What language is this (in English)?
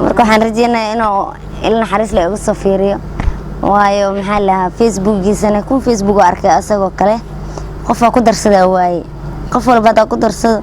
Somali